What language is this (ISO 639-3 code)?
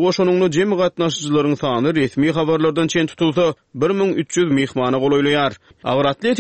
tuk